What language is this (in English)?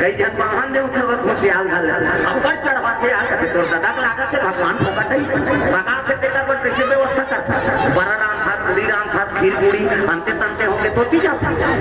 Chhattisgarhi